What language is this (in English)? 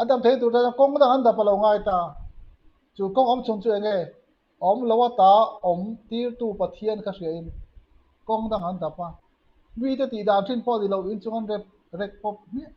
Mizo